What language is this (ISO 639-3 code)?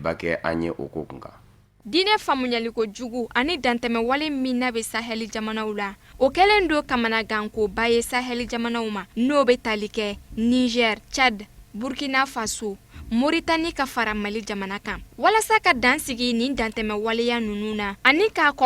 bam